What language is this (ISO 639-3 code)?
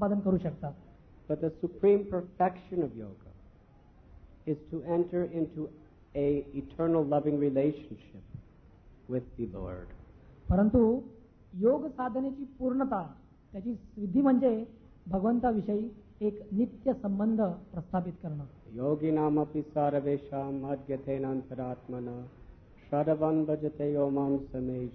mar